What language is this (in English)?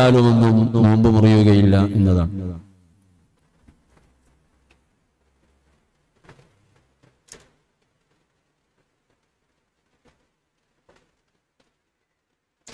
Malayalam